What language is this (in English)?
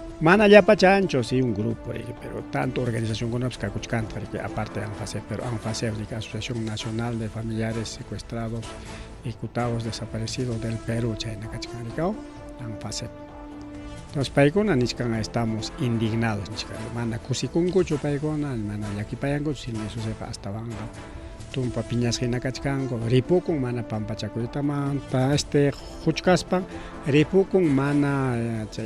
Ayacucho Quechua